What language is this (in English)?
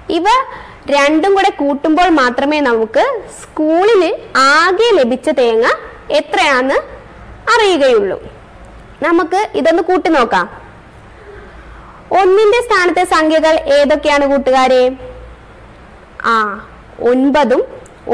Malayalam